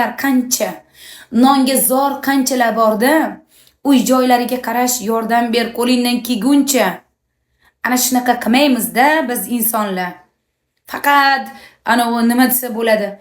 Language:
Uzbek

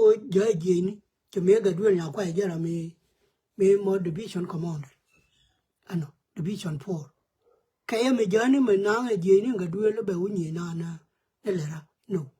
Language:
Nuer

